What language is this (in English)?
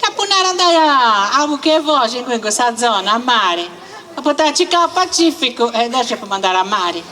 Sardinian